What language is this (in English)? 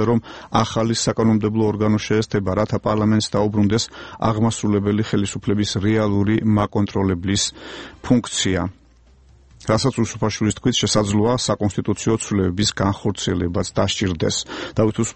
Georgian